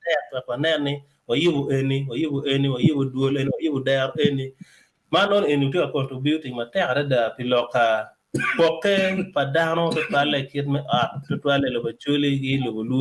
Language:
Acoli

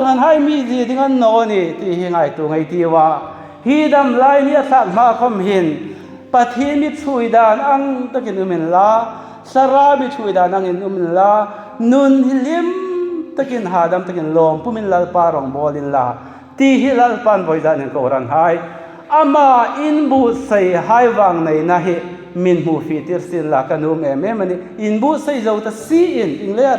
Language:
Hmar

